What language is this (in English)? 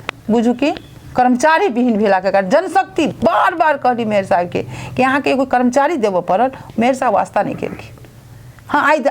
Maithili